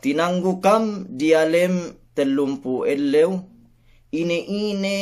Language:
Yakan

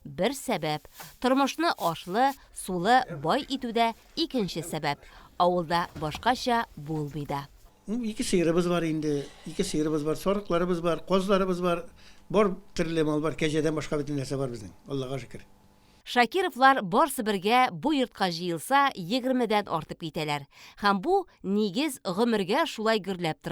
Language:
Tatar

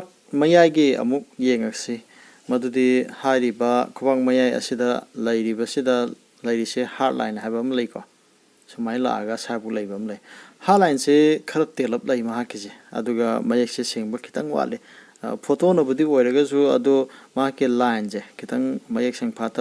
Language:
Manipuri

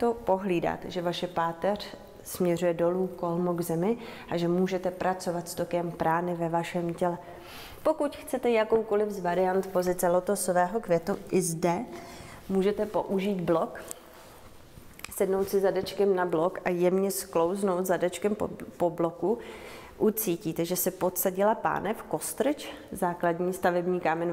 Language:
Czech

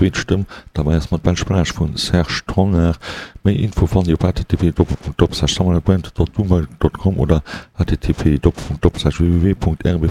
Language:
Luxembourgish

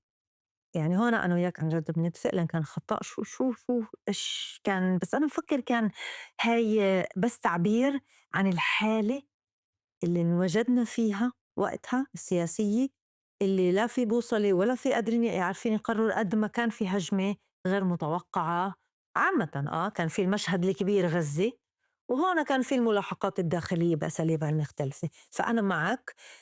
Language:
North Levantine Arabic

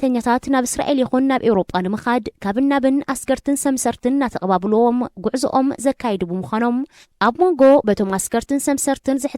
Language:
Tigrinya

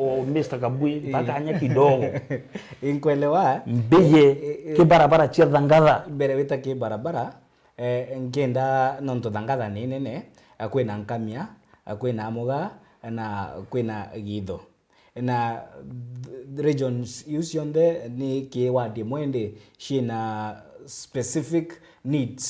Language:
Meru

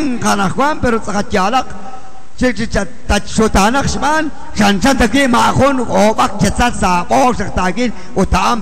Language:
Kekchí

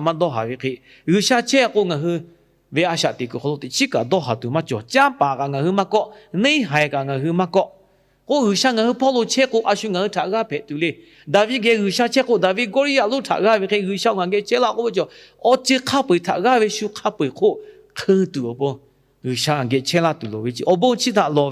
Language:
Lahu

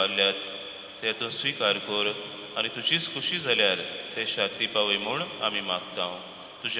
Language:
Konkani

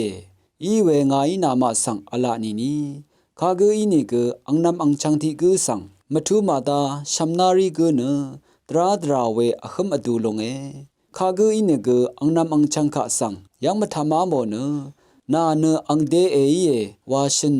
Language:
Rawang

